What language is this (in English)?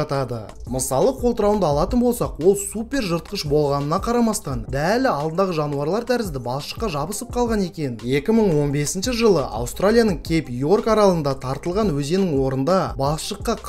Kazakh